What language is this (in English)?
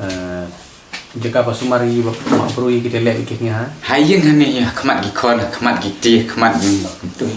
Khasi